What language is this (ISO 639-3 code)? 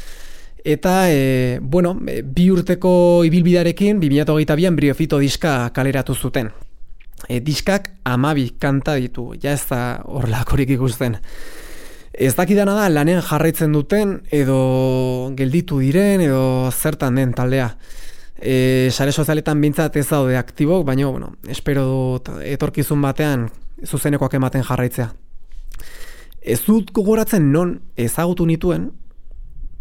eus